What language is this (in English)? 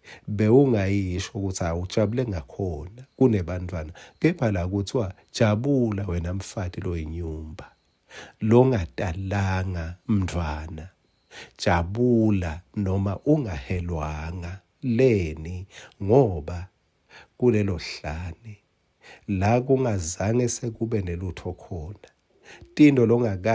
Swati